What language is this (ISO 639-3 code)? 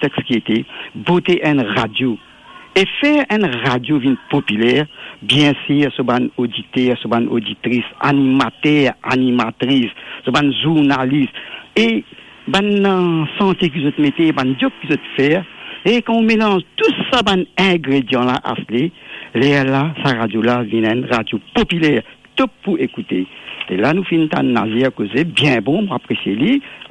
mfe